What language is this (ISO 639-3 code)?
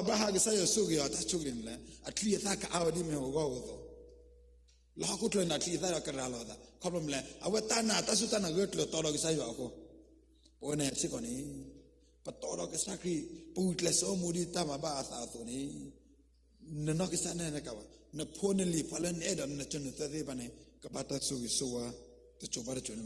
ksw